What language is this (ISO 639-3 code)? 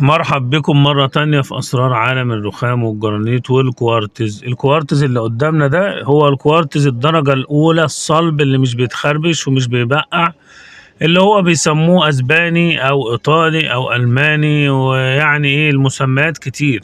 arz